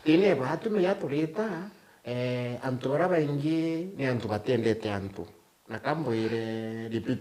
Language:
Meru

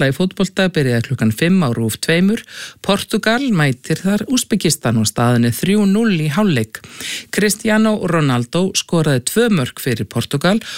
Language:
Icelandic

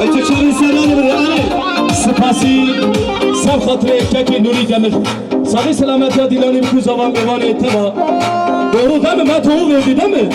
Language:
Kurdish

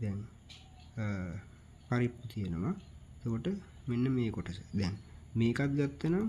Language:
Sinhala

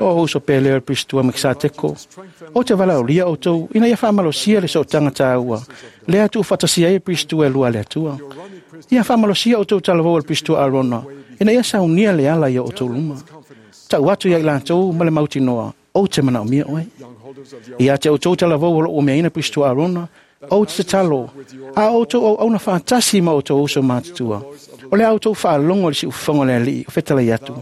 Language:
Samoan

